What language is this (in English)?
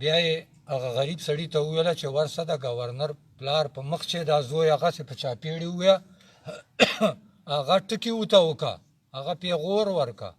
Pashto